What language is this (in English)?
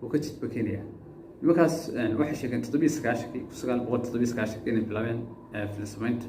Somali